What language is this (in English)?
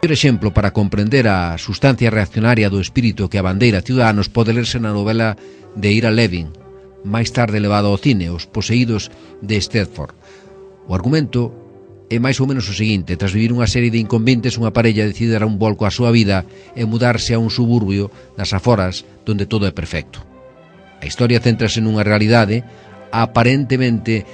Galician